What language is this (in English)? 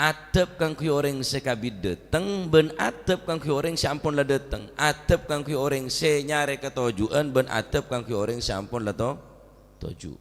Madurese